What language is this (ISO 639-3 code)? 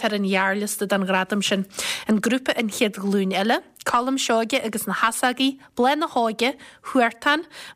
gle